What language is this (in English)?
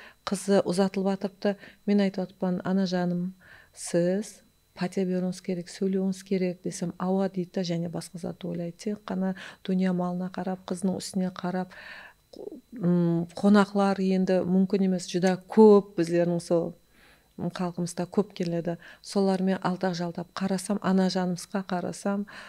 Kara-Kalpak